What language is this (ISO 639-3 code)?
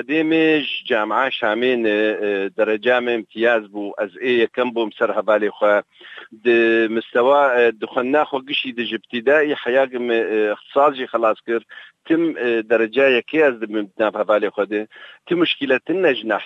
kur